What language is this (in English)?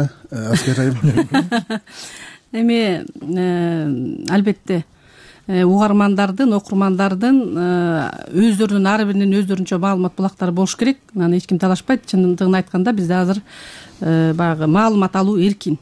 Kyrgyz